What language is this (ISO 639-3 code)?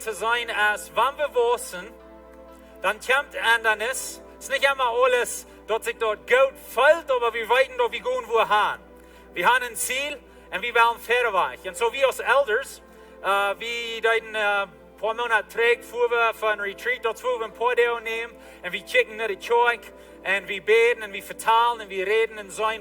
pdt